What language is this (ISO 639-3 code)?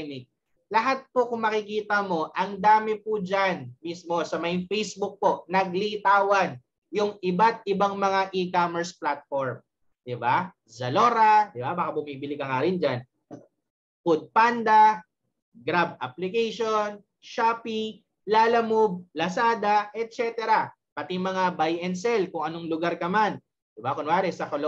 fil